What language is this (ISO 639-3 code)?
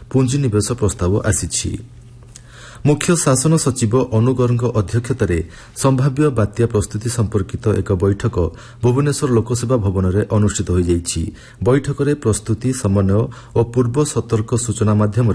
ori